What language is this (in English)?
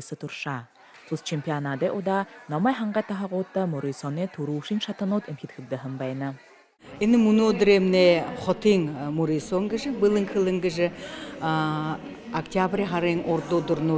Buriat